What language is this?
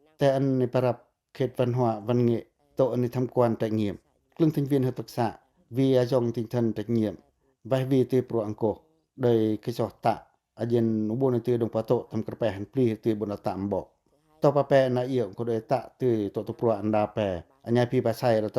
Pacoh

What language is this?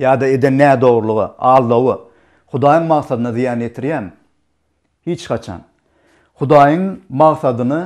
Turkmen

